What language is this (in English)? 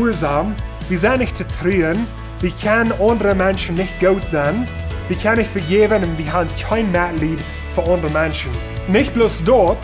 Plautdietsch